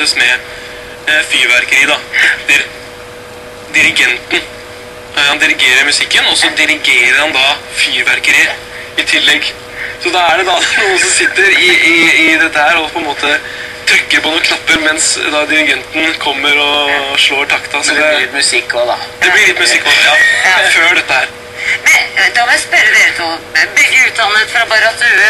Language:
Norwegian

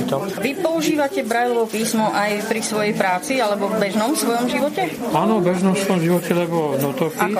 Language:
Slovak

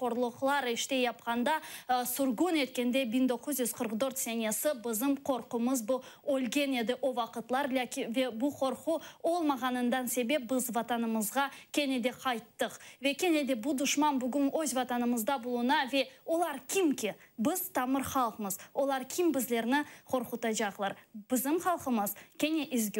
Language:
Crimean Tatar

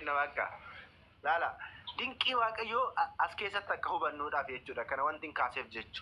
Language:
Oromo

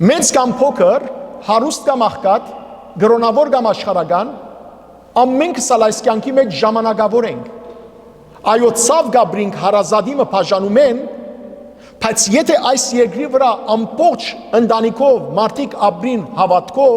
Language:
Western Armenian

